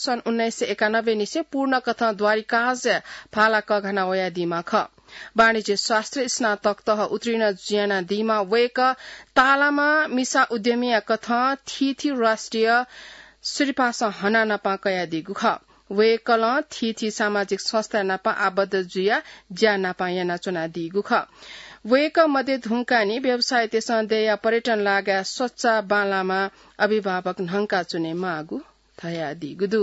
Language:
Newari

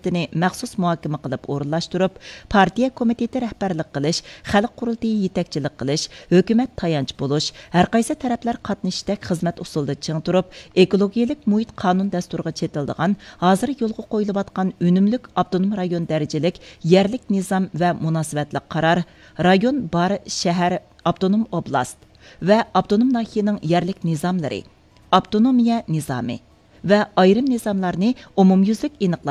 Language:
Uyghur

